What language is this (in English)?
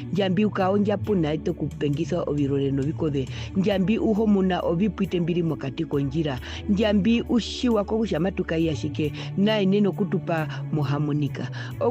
Herero